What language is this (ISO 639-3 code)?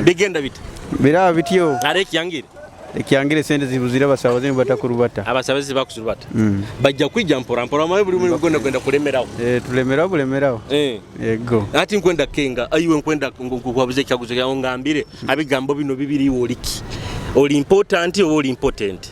nyo